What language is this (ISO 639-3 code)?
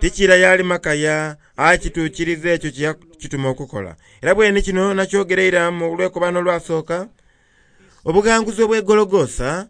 xog